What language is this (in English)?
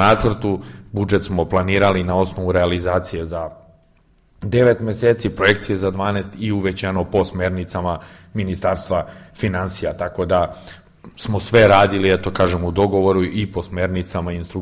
Serbian